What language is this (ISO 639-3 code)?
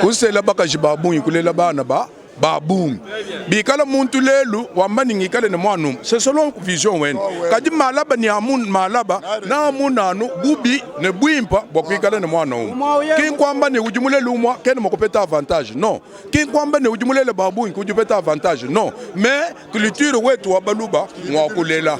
lua